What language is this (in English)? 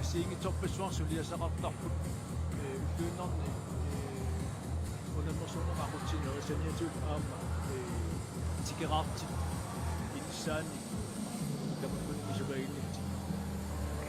Kalaallisut